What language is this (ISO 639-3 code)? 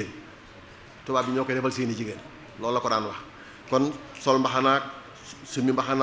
wol